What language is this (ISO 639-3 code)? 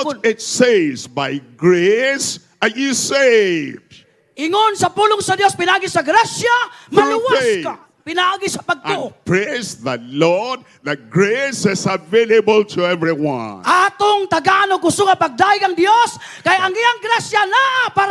ceb